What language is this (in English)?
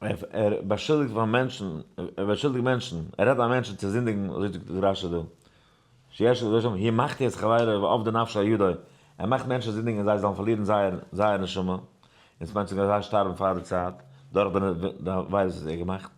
Yiddish